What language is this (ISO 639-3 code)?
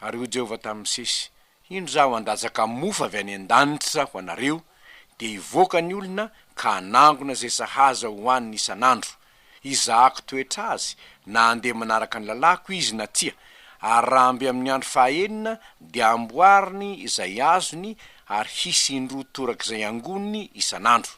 mlg